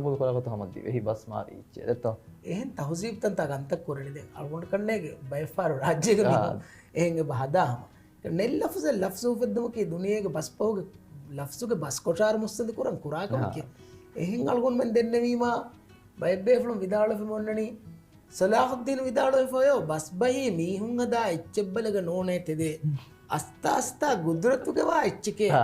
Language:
Divehi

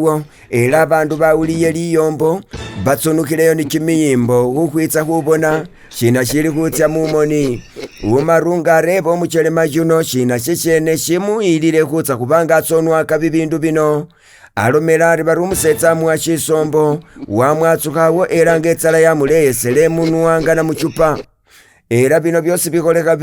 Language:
Masaaba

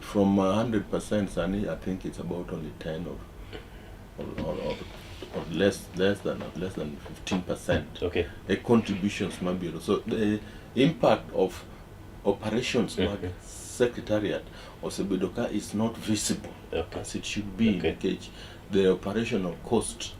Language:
Luo (Kenya and Tanzania)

